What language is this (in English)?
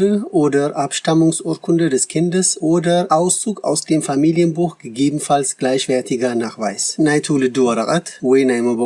Tigrinya